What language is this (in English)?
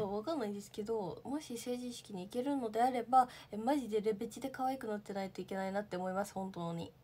Japanese